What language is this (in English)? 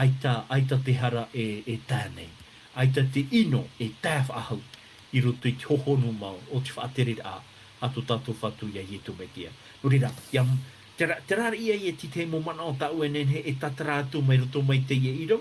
Tahitian